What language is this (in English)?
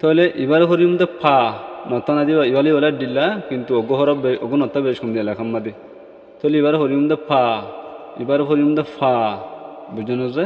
Rohingya